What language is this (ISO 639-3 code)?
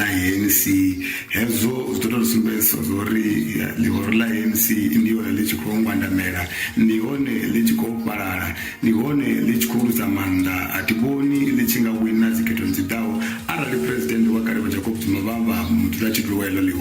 ven